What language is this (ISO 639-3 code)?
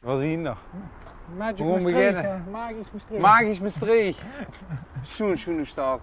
lim